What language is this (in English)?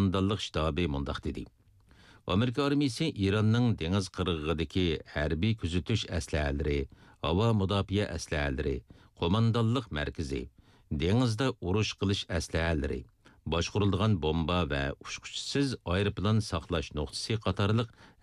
Uyghur